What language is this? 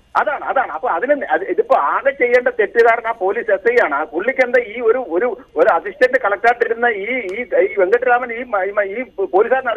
Malayalam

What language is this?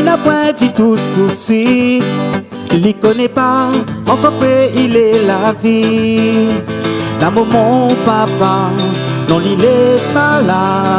Réunion Creole French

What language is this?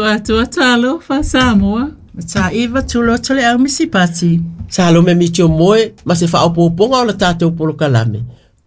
Samoan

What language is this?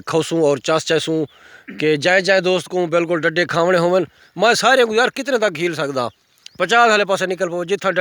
Saraiki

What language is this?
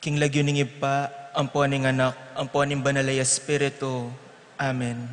Pampanga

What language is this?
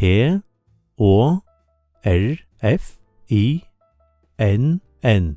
Faroese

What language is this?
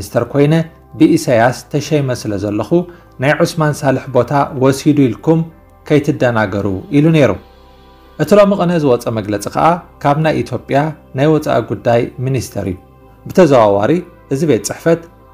Tigrinya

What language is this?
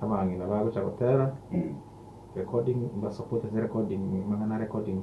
Gusii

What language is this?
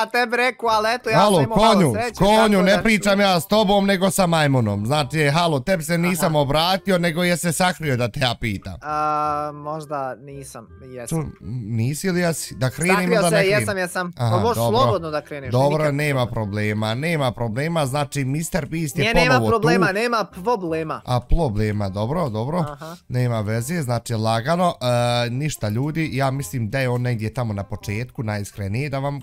Bosnian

